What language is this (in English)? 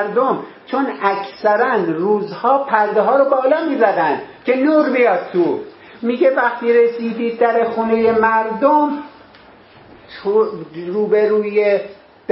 Persian